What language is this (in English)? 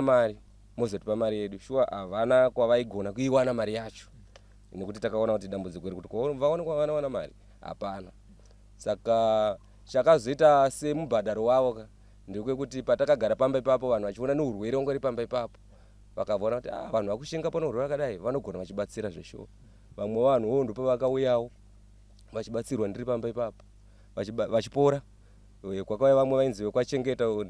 Shona